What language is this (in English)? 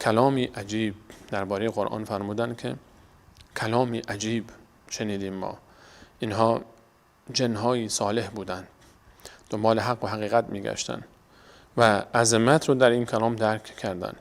Persian